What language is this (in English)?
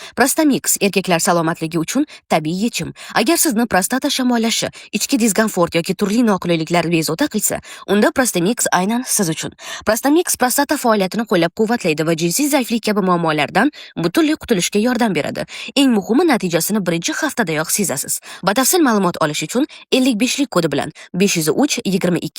Uzbek